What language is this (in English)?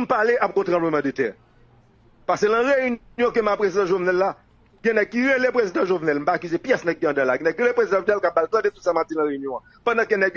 Haitian Creole